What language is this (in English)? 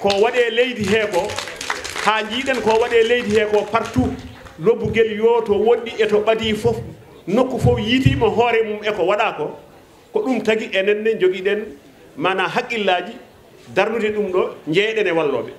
Fula